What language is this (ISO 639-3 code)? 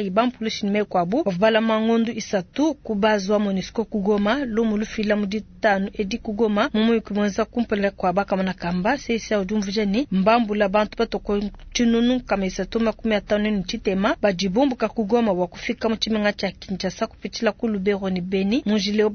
lua